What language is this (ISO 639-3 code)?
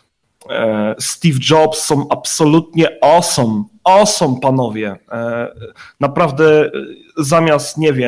pol